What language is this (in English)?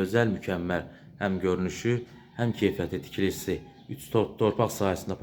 Azerbaijani